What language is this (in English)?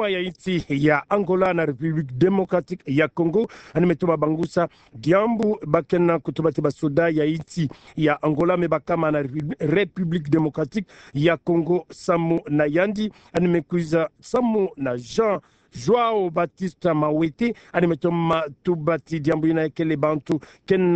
Kituba (Democratic Republic of Congo)